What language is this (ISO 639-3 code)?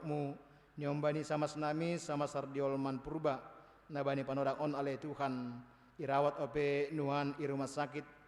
bts